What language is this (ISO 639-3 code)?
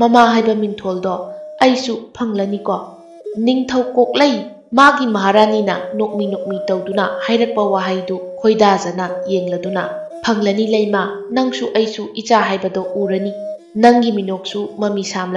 mni